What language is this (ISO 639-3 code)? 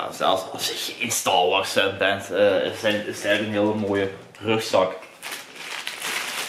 nld